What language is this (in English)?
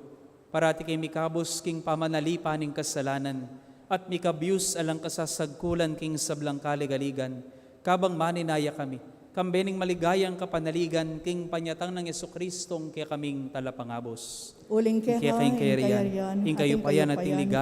Pampanga